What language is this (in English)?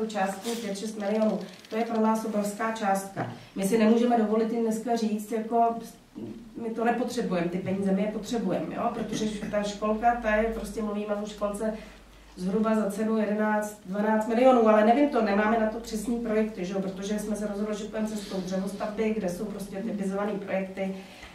Czech